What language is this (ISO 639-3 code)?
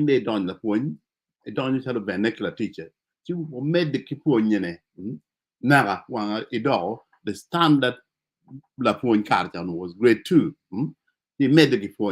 ach